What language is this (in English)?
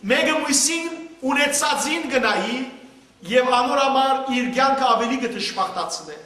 Western Armenian